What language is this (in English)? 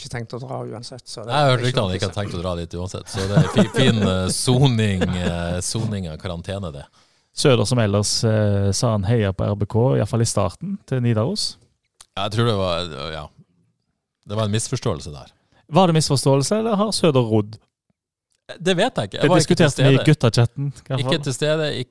Norwegian